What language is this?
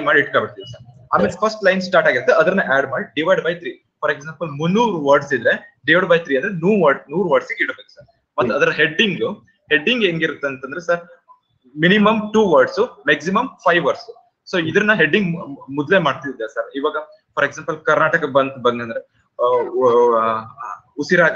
Kannada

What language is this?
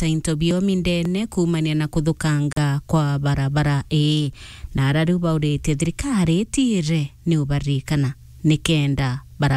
Meru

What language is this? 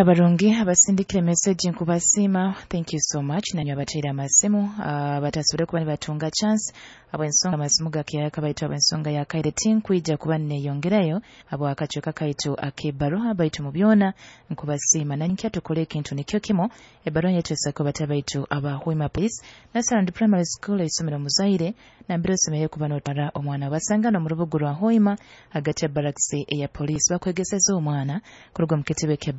Nyoro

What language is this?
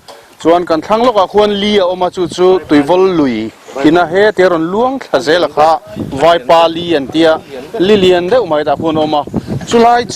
Mizo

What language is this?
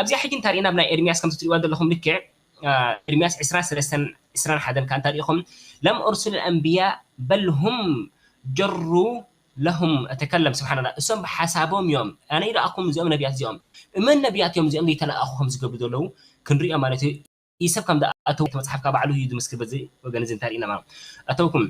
Tigrinya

